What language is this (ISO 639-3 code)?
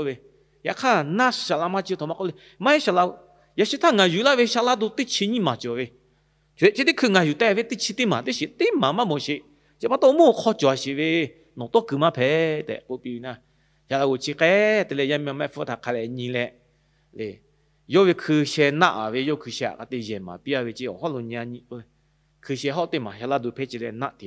lhu